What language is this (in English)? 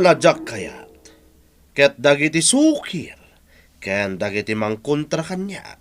Iloko